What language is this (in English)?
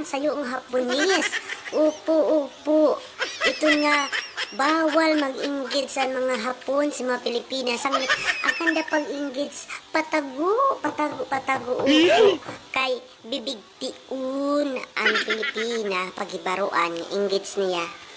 Waray